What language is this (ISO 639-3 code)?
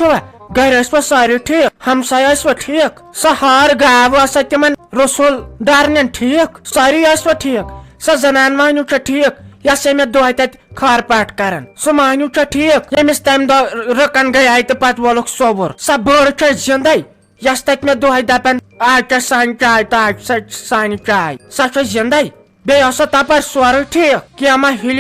kas